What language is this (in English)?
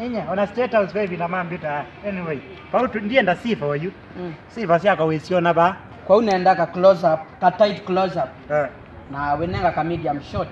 Kamba